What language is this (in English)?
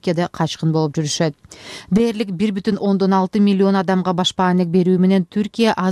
Kyrgyz